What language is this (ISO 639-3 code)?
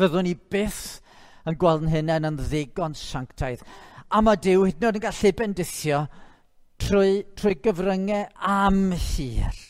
cym